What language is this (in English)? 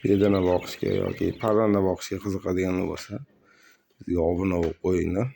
Uzbek